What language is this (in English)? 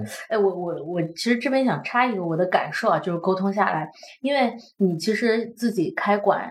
Chinese